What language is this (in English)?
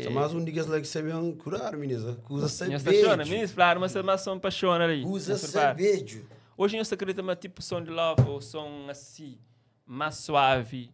Kabuverdianu